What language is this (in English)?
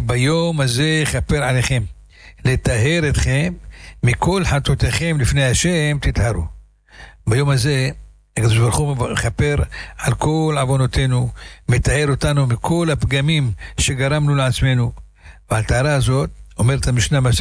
Hebrew